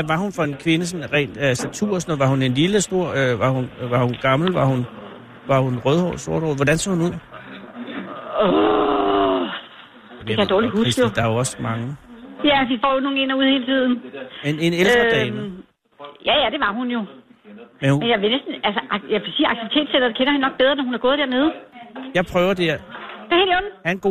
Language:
Danish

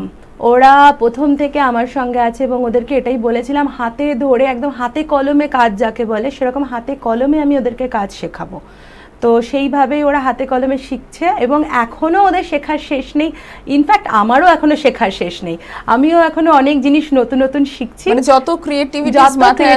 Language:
Bangla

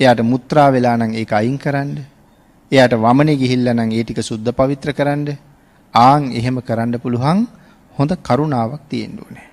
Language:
Sinhala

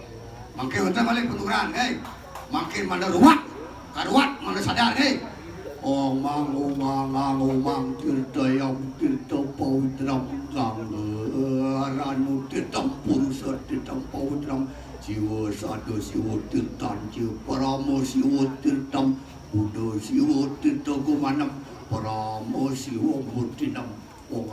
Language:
Balinese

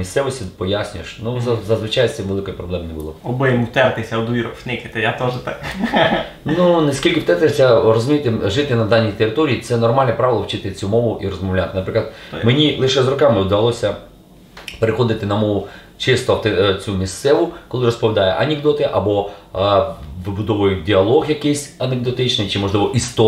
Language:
Rusyn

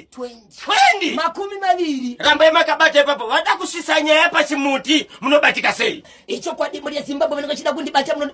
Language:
Shona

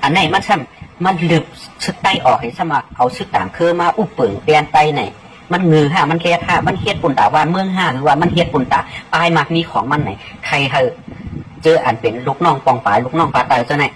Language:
Shan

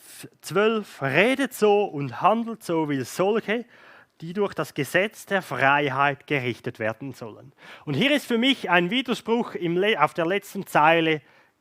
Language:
Swiss German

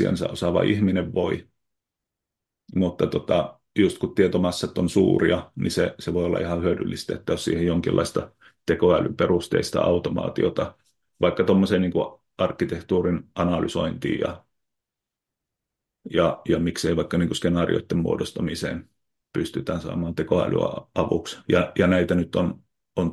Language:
Finnish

